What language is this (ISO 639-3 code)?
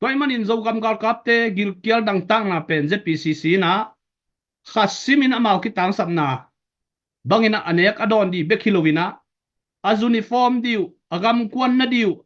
ctd